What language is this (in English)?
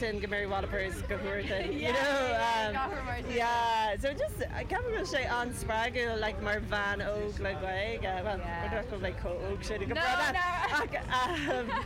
Irish